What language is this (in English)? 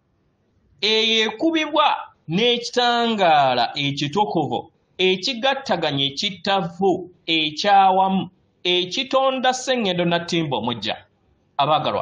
Ganda